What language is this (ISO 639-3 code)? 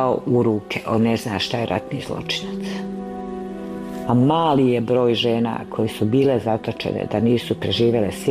bos